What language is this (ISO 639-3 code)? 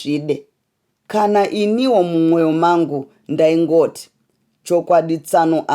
sna